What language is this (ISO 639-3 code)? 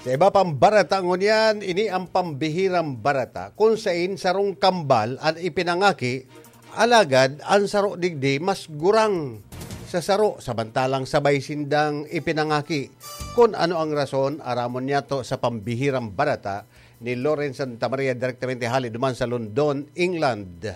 bik